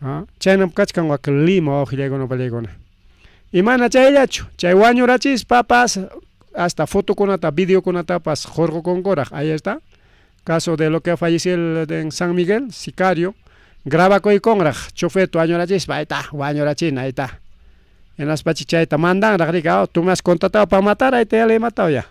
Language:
Ayacucho Quechua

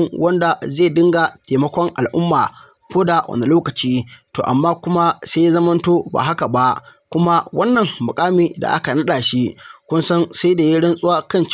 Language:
Hausa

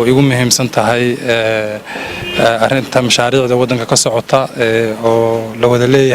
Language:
Somali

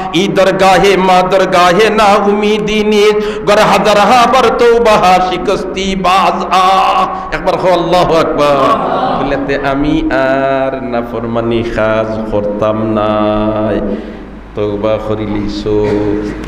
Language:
Sylheti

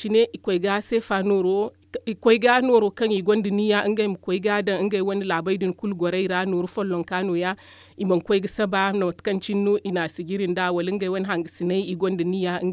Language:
Zarma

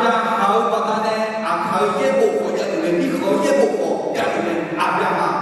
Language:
Akha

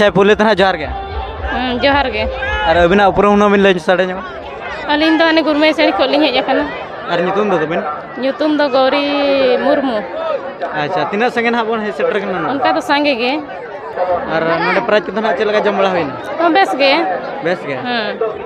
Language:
Santali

